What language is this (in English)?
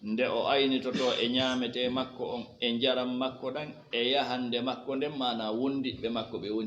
Fula